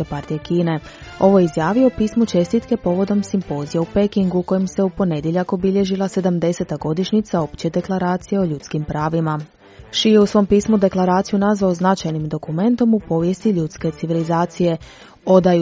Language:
Croatian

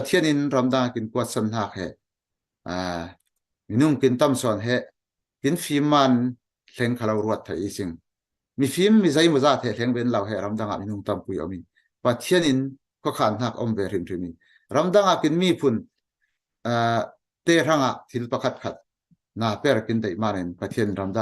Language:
Falam Chin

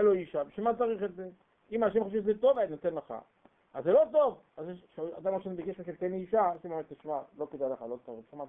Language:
Hebrew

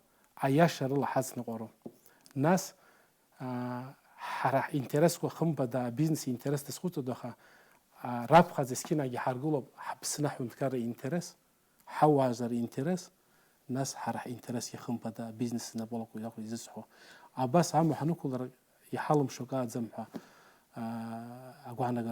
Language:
Abkhazian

